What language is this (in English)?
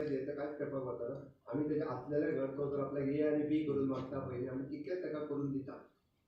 Konkani